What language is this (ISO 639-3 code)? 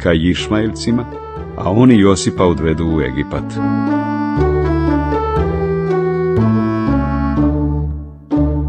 hrv